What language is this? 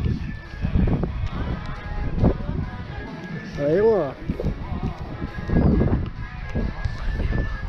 Dutch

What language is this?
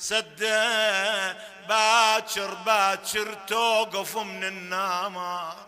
Mesopotamian Arabic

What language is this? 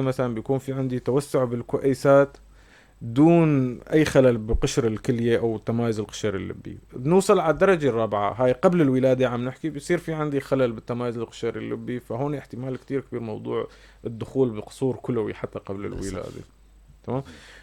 North Levantine Arabic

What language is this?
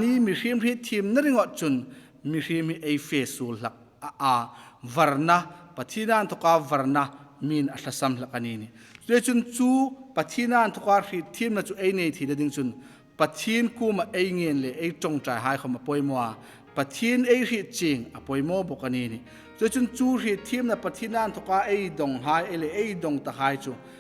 Hmar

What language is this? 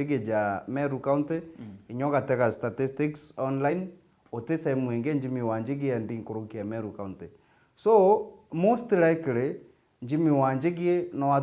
Meru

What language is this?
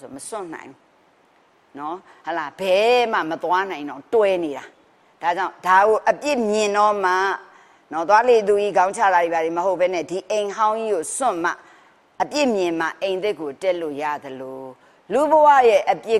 Burmese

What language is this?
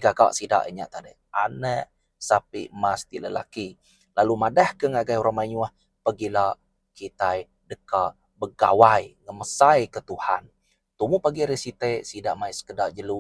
Iban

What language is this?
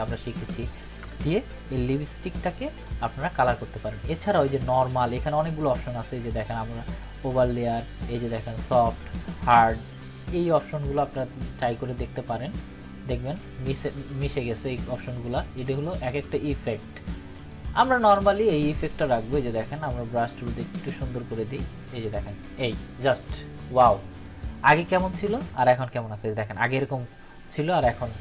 Bangla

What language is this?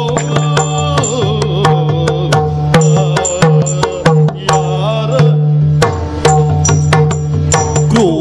Kannada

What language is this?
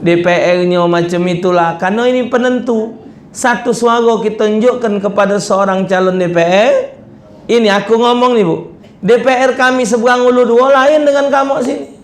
Musi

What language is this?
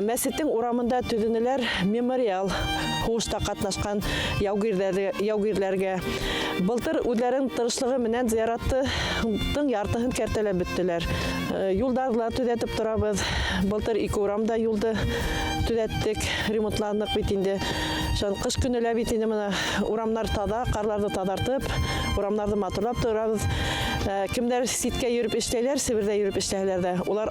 Bashkir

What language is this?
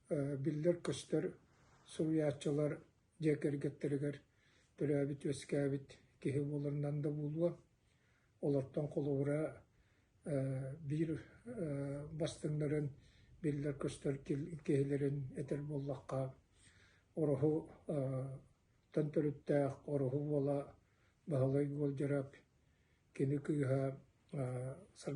Yakut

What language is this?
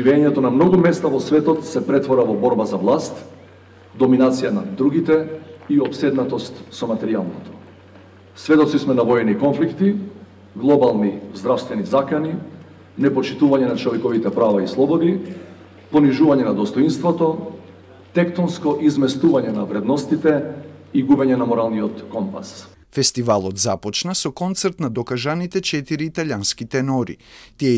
Macedonian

